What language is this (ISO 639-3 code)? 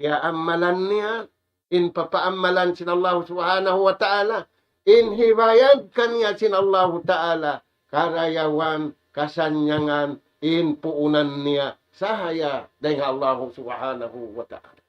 tsg